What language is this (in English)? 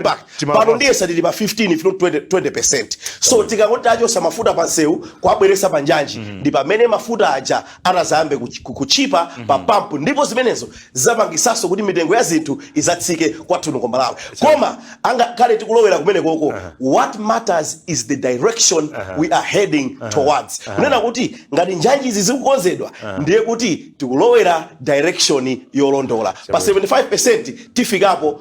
Nyanja